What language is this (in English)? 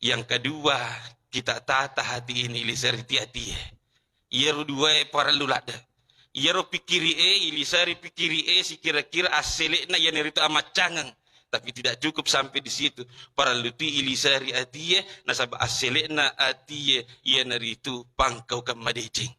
Buginese